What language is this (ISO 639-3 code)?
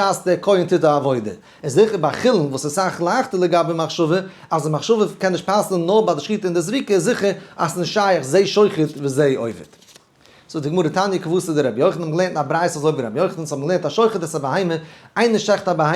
yid